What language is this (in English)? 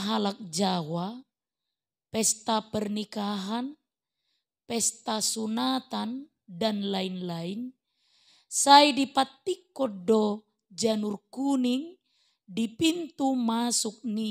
Batak Toba